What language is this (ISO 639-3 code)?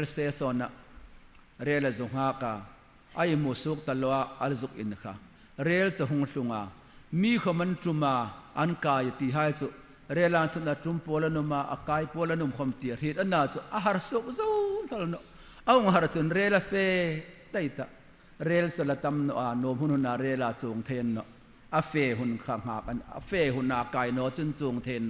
hmr